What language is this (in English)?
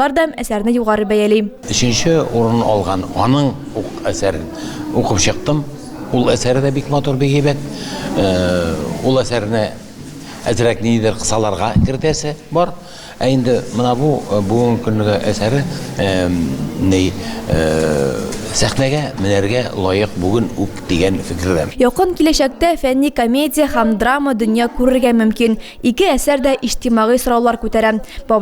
Tatar